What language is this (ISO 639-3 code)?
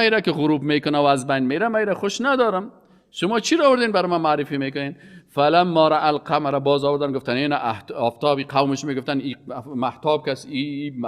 fas